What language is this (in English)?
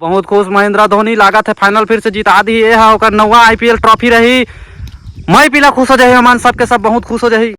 Chhattisgarhi